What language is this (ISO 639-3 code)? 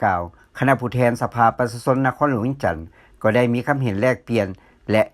lao